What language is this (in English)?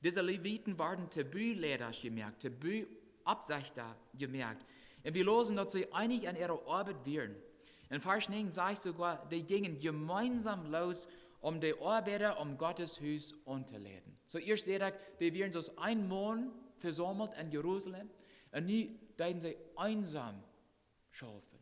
Plautdietsch